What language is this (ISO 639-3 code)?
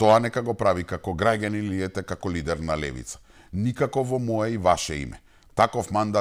mkd